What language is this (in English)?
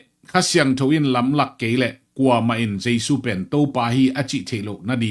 Tedim Chin